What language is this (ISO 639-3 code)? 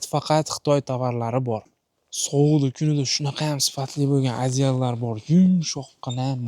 uzb